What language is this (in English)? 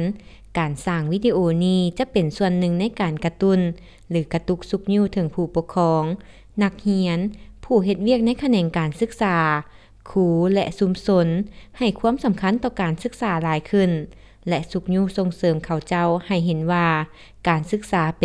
Lao